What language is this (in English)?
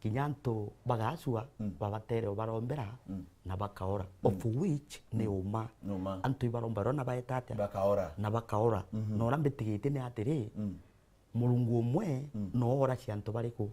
Meru